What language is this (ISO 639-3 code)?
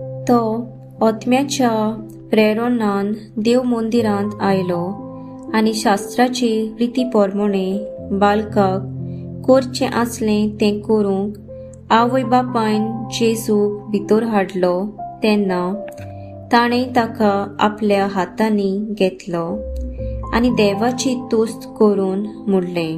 kok